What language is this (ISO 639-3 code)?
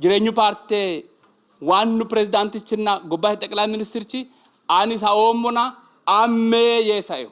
sid